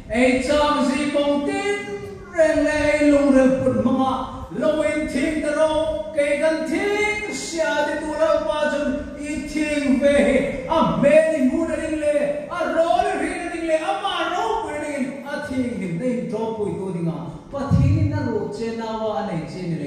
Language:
Hmar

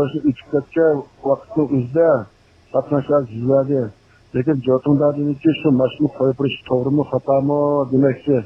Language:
Uyghur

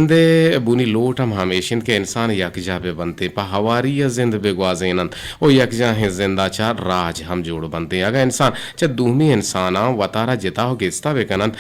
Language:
Eastern Balochi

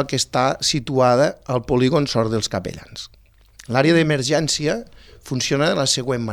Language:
Catalan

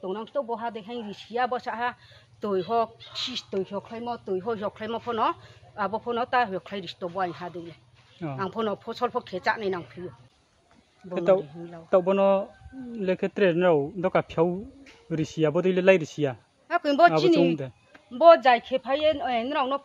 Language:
Riang (India)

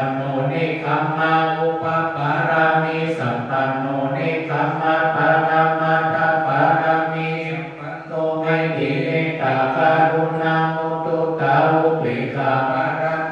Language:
Pali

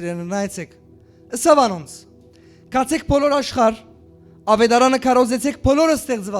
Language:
Western Armenian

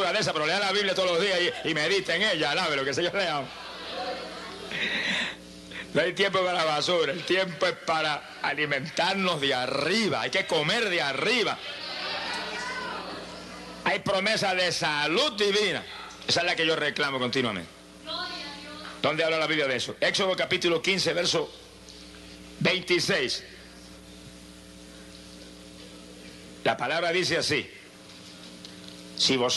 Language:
Spanish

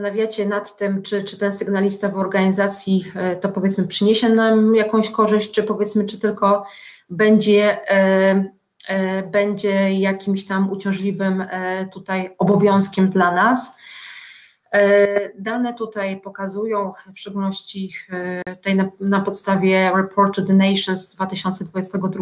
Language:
Polish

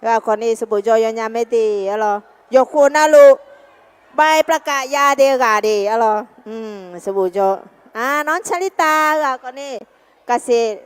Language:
Akha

